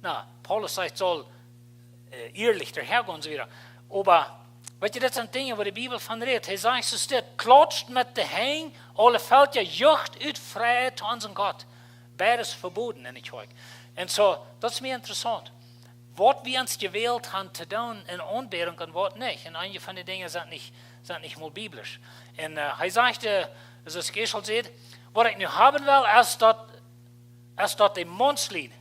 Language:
Plautdietsch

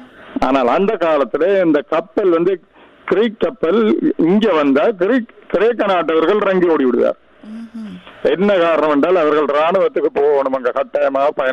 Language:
Tamil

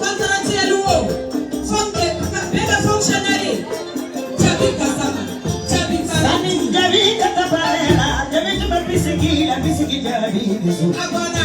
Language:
Bambara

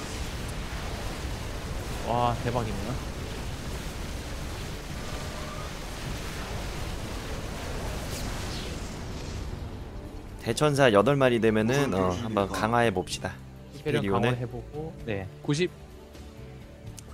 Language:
Korean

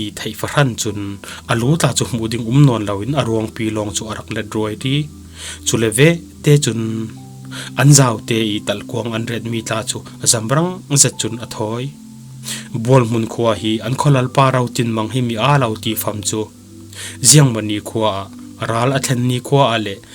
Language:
Falam Chin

